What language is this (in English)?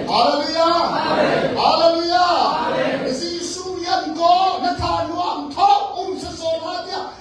Hakha Chin